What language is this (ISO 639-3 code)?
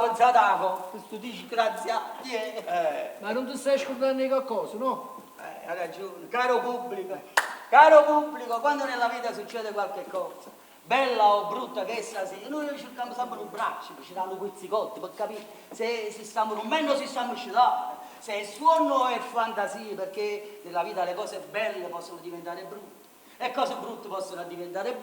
nap